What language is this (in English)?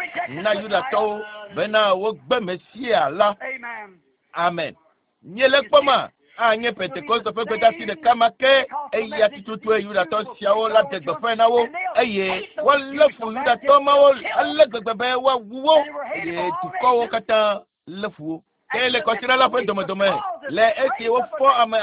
Ewe